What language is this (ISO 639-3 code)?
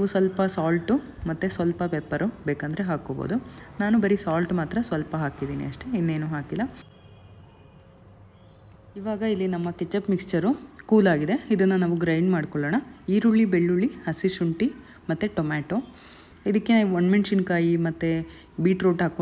kan